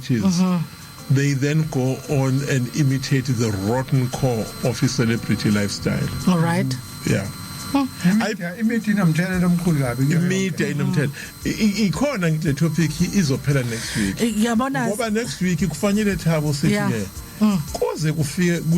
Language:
Zulu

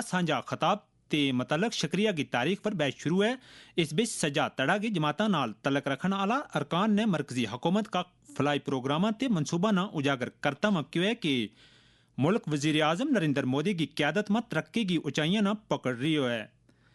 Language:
Gujari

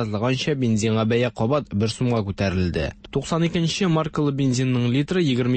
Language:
Tatar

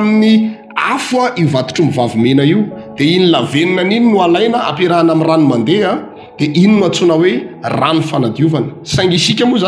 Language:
Malagasy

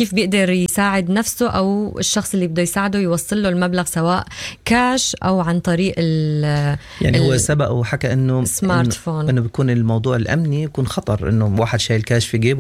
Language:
Sudanese Arabic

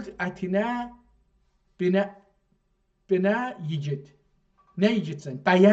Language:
South Azerbaijani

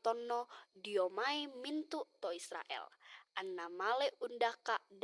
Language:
Toraja-Sa'dan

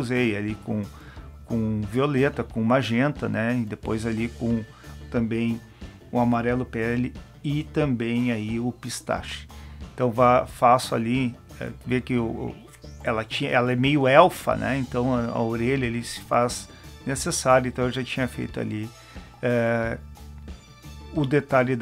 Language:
Portuguese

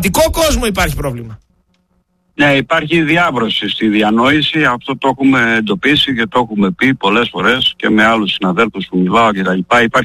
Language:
Greek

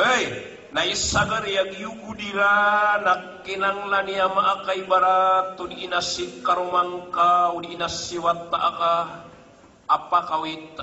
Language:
Maranao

